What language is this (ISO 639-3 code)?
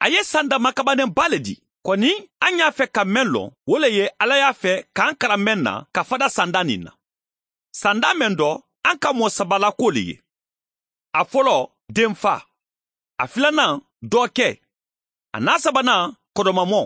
man